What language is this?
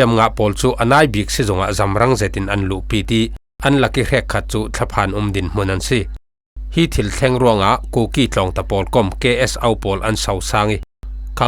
Falam Chin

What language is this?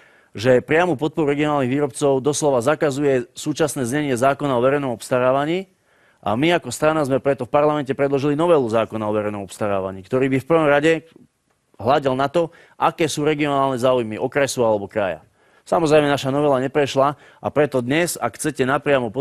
Slovak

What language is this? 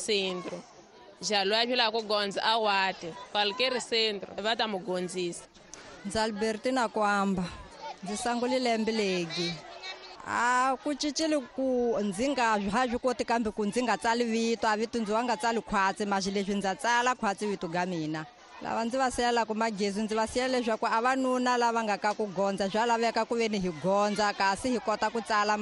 Tsonga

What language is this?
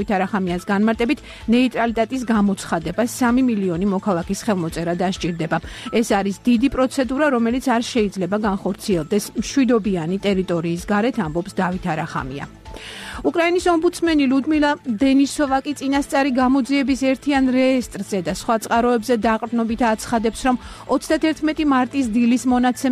Georgian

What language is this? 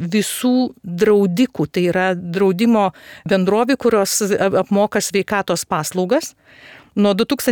Lithuanian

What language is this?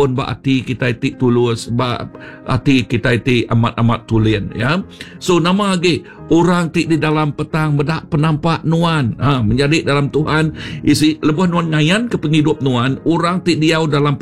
Iban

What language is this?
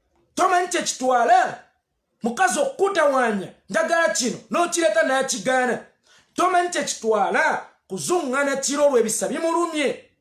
Ganda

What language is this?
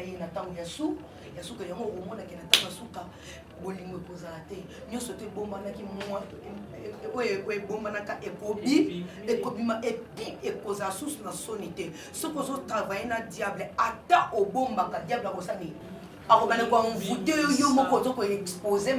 Lingala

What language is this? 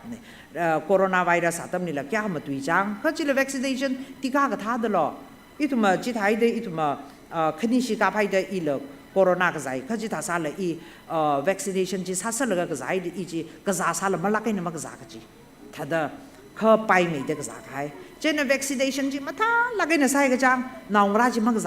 Tangkhul Naga (India)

